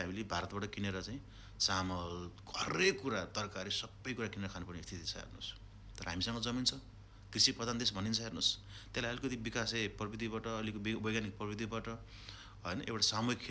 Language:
Nepali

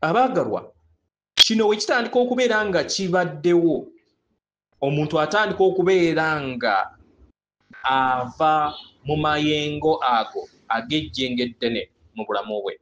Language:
Ganda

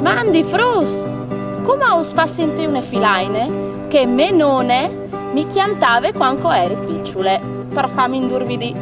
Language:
Friulian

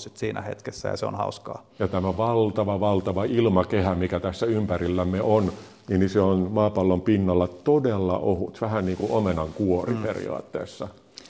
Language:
Finnish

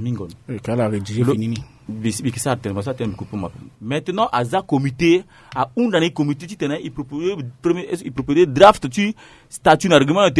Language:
Sango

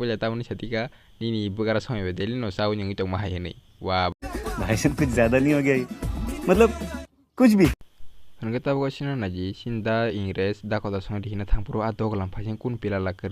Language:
Kok Borok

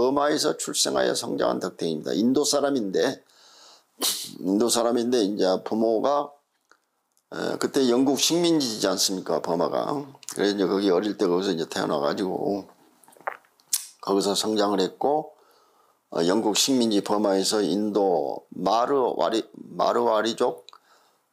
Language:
Korean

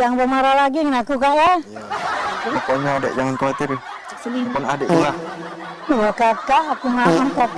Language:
Musi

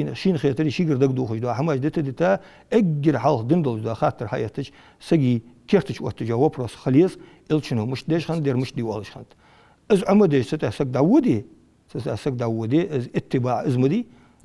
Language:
Ingush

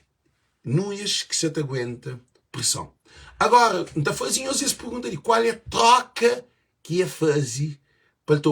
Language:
Kabuverdianu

